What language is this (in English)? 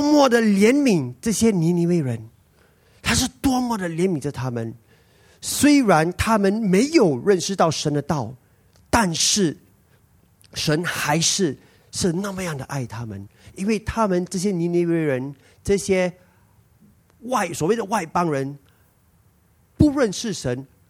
Chinese